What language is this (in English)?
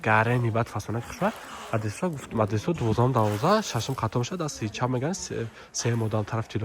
Tajik